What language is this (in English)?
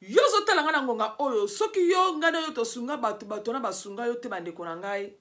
Lingala